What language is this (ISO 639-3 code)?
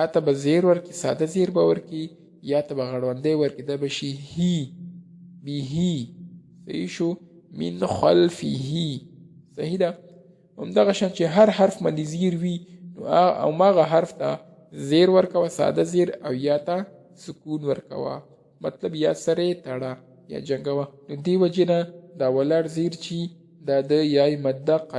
pus